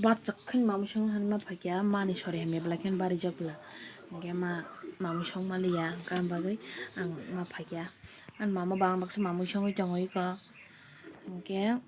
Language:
Kok Borok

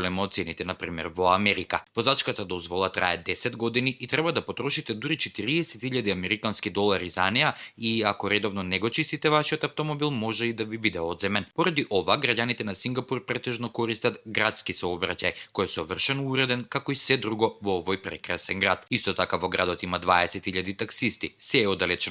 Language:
Macedonian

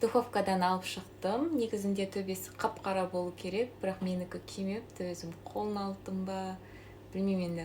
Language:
Kazakh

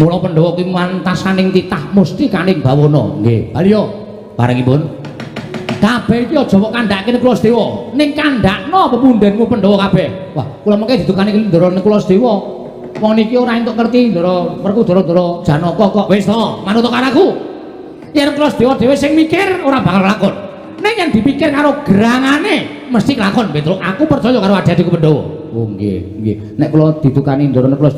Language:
Javanese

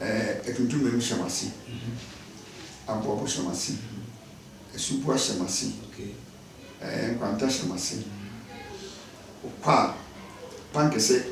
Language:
Akan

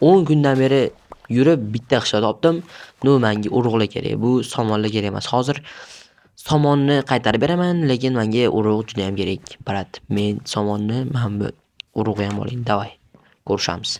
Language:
Uzbek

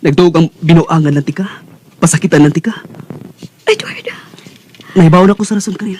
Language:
Cebuano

